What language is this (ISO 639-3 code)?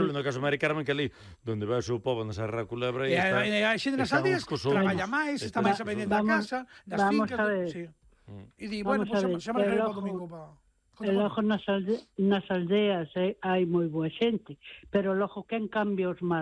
glg